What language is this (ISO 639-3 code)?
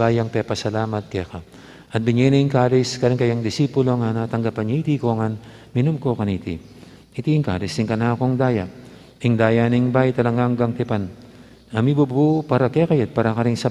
pam